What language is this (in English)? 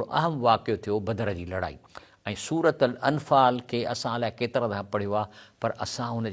Sindhi